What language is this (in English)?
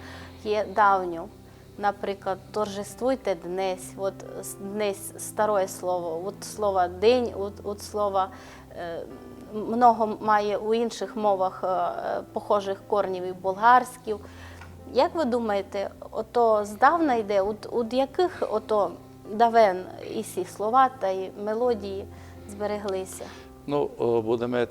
Rusyn